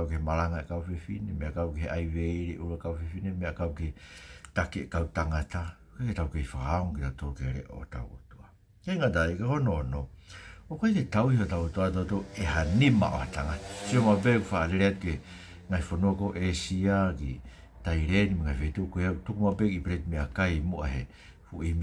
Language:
Tongan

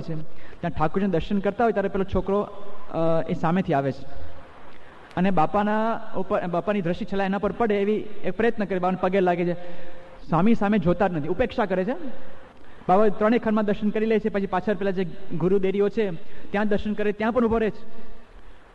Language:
Gujarati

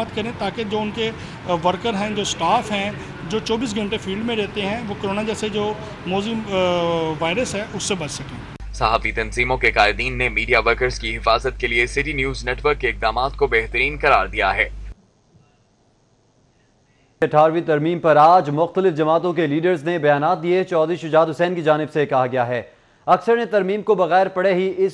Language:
Urdu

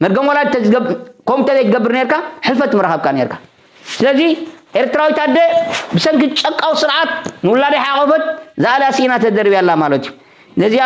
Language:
Tigrinya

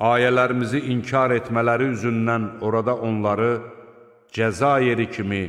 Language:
Azerbaijani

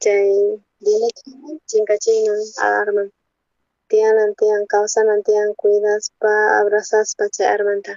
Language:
South Bolivian Quechua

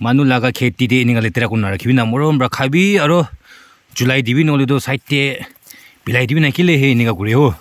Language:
Naga Pidgin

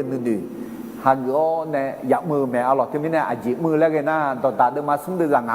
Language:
Akha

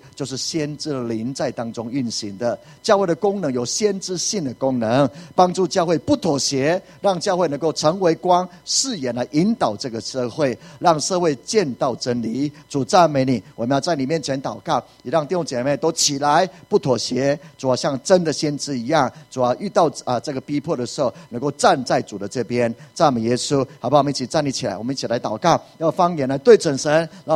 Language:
Chinese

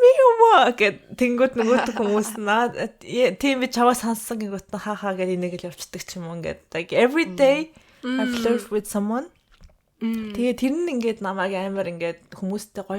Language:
Mongolian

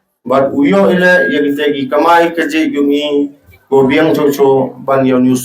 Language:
Khasi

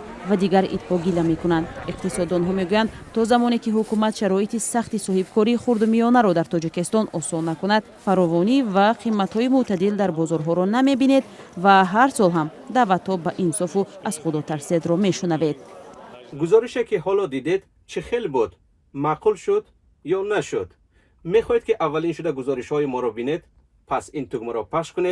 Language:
Tajik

